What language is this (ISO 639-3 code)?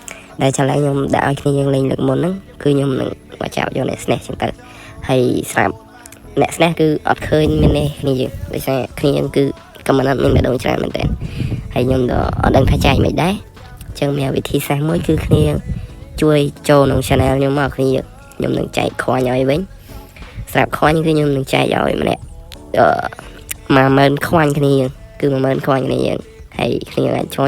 khm